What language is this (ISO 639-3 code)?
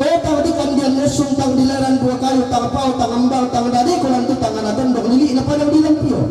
sda